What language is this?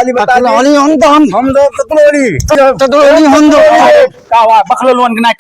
Awadhi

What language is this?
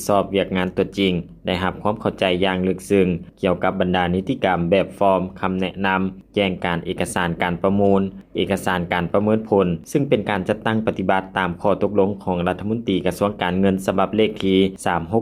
Lao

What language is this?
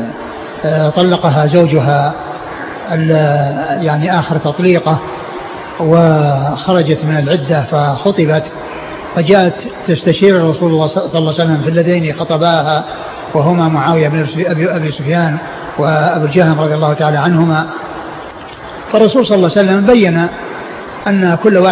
Arabic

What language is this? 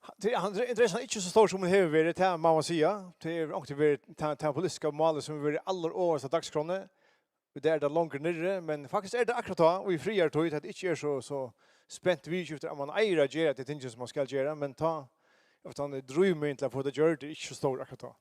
Faroese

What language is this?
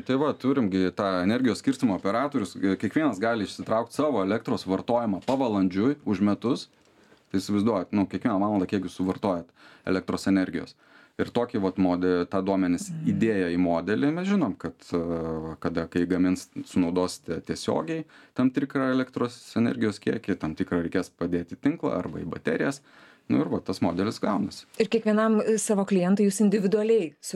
Lithuanian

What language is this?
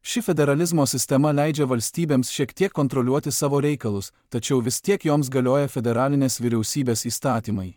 Lithuanian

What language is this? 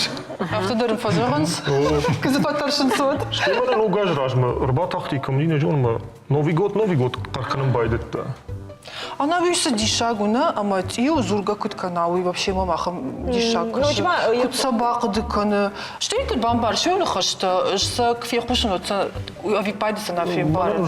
Ossetic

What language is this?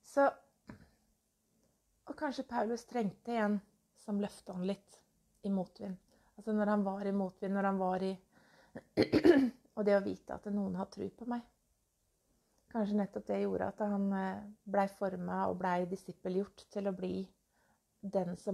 Norwegian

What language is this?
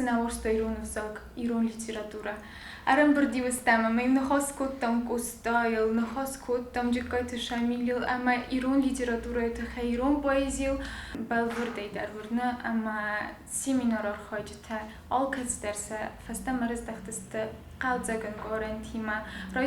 Ossetic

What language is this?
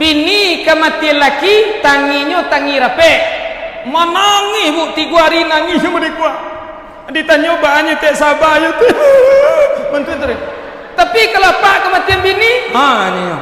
Minangkabau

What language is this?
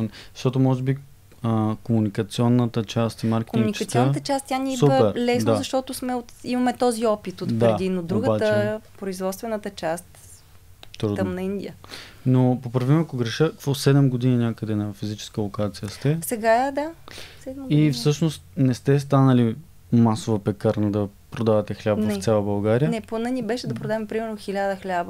Bulgarian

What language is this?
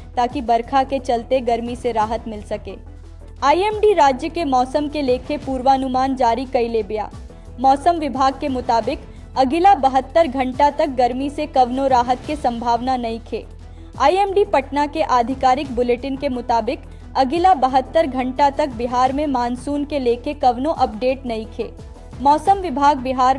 Bhojpuri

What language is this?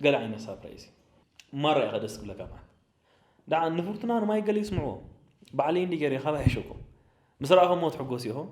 Tigrinya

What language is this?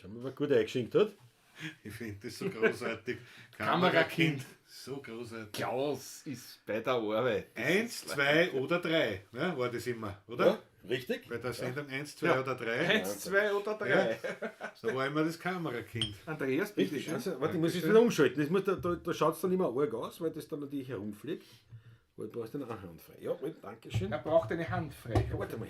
Bavarian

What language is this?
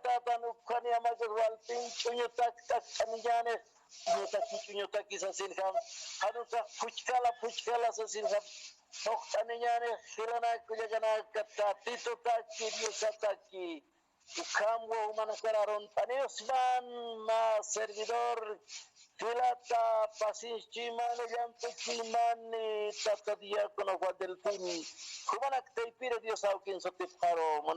Aymara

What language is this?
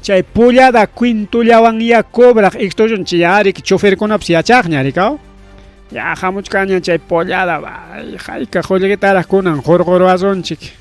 Ayacucho Quechua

